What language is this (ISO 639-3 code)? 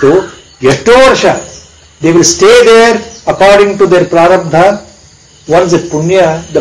kan